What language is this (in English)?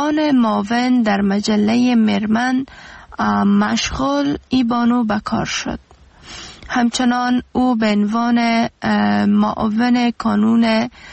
Persian